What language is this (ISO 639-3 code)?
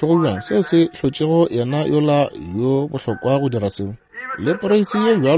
nso